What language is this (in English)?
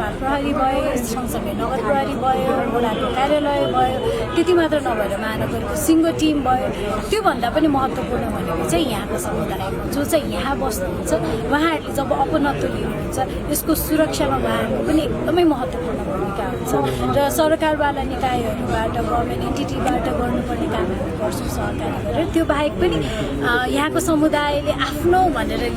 Nepali